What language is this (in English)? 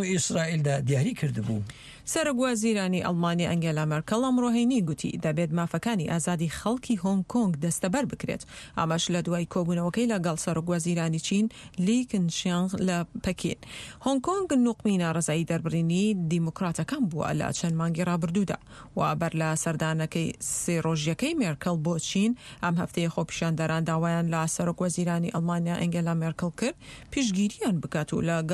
Central Kurdish